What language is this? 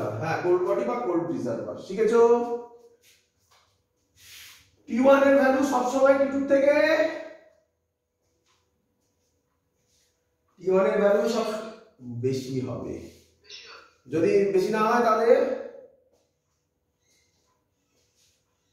Bangla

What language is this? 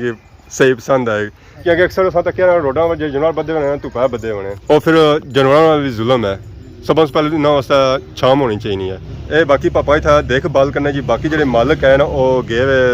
Pahari-Potwari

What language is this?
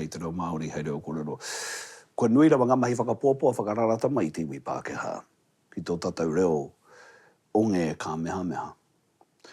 Māori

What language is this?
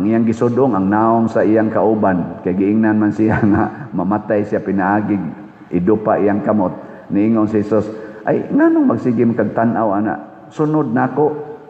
Cebuano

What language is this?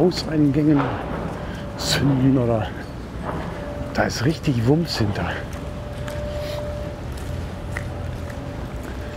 German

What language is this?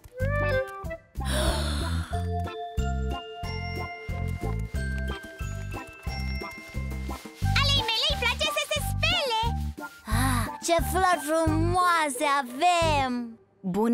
Romanian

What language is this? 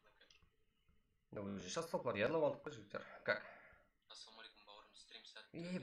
Kara-Kalpak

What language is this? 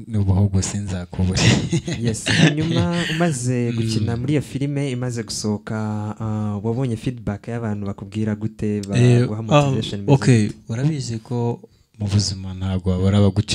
Kinyarwanda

